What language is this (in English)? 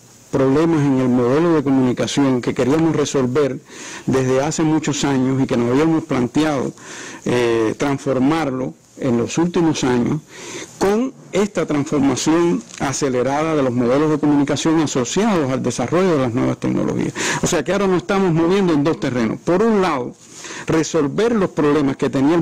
Spanish